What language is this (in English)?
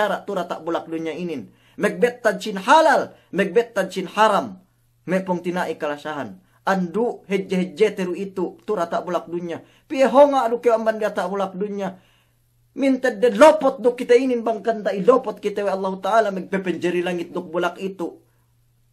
Yakan